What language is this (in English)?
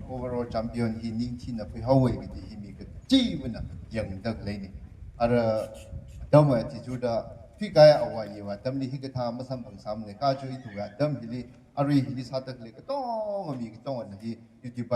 Tangkhul Naga (India)